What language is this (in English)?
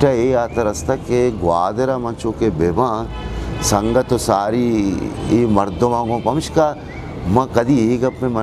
Eastern Balochi